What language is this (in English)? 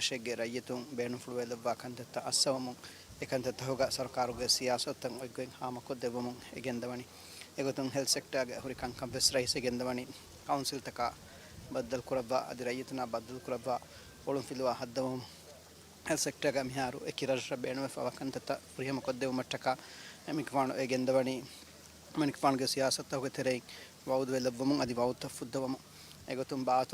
Divehi